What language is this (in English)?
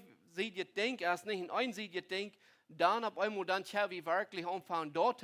Plautdietsch